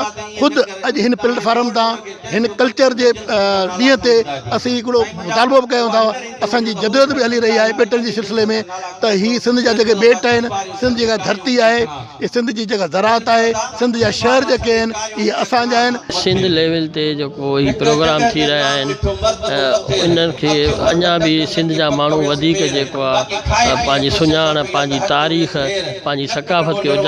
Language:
Sindhi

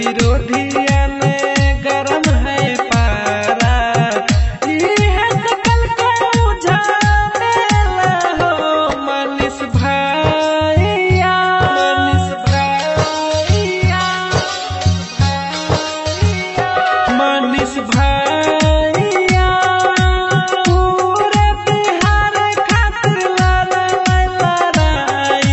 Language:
Bhojpuri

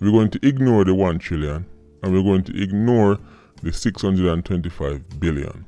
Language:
Jamaican Creole English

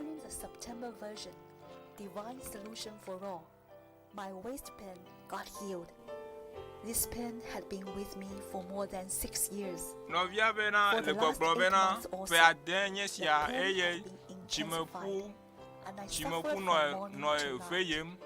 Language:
Ewe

